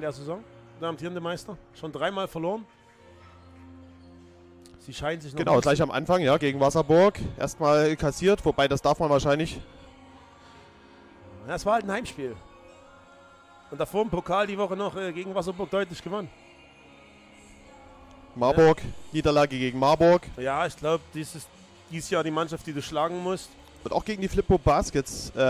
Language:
German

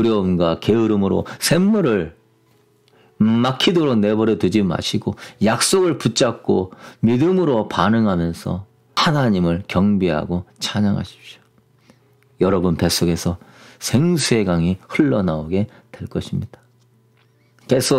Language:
Korean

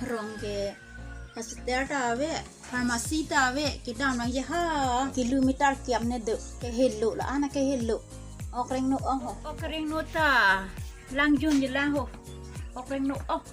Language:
Karbi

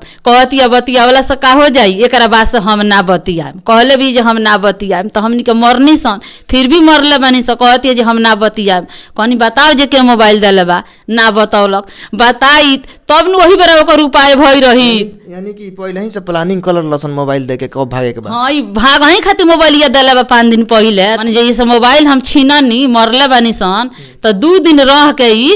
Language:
Bhojpuri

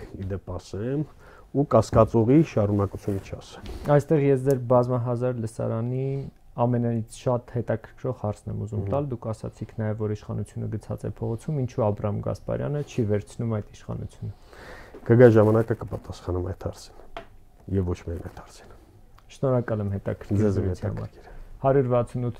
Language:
Armenian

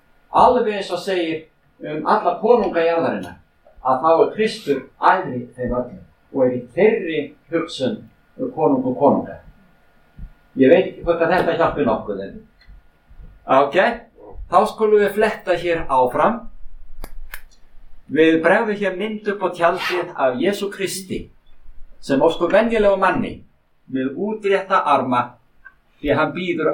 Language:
Icelandic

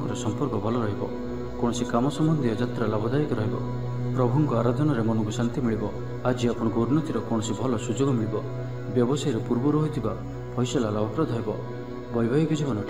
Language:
Odia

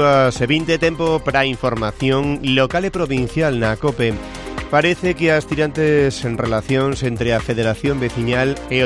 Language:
Galician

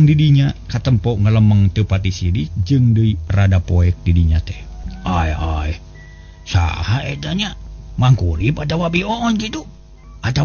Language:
Sundanese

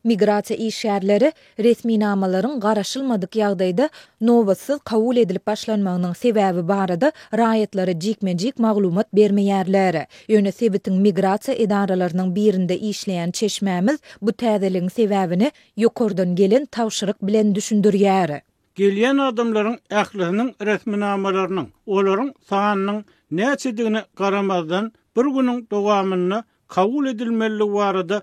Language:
Turkmen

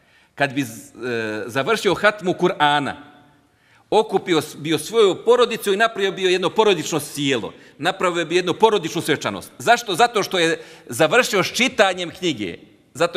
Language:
Bosnian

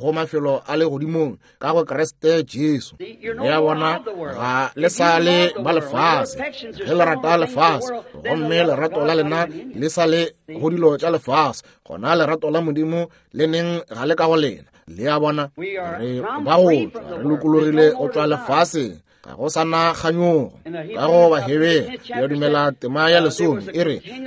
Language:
Northern Sotho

